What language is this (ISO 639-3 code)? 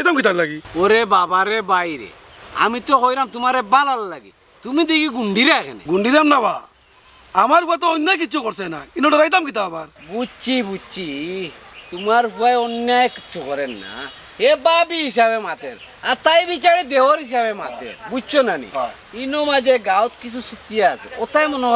syl